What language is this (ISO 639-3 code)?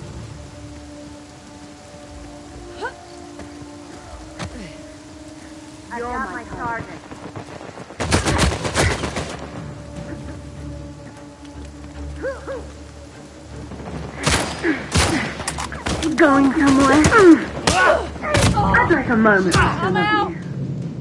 eng